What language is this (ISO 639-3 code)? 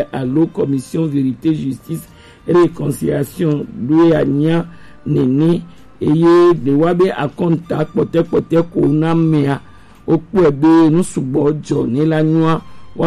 gej